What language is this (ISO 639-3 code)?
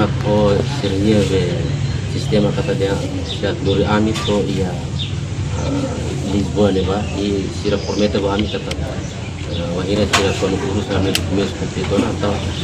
tet